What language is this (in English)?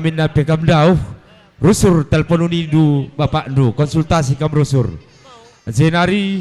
Batak Karo